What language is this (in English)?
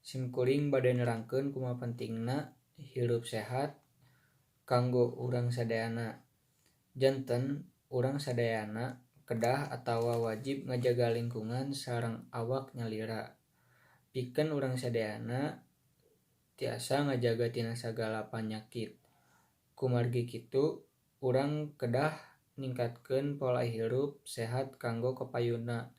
Sundanese